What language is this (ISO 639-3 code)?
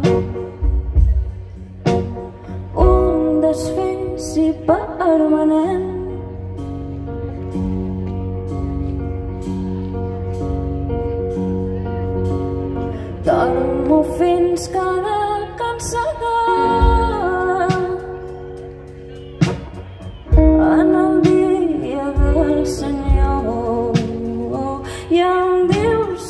cat